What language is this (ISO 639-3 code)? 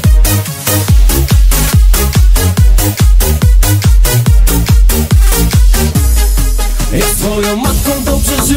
pol